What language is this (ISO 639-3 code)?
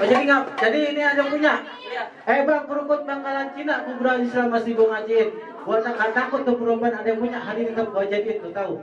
bew